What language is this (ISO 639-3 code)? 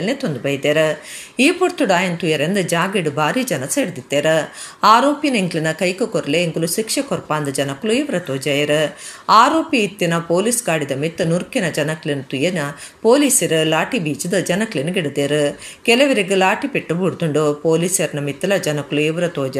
tcy